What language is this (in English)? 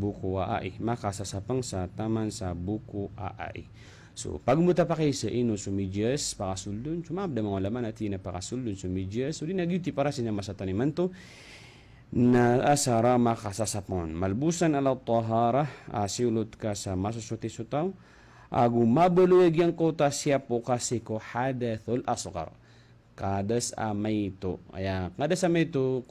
Maranao